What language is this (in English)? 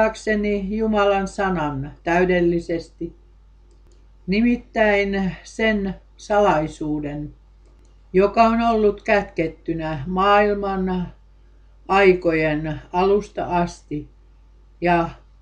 Finnish